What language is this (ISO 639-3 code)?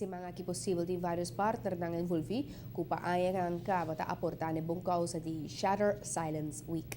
pap